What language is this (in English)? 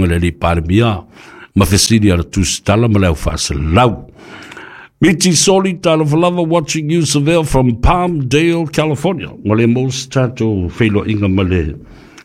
Samoan